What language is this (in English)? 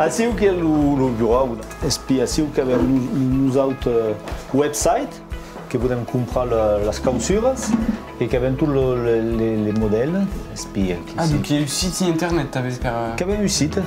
Occitan